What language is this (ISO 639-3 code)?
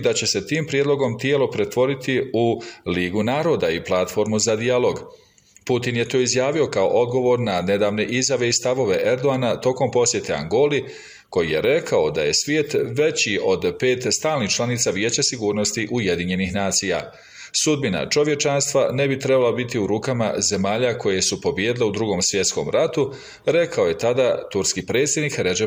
bos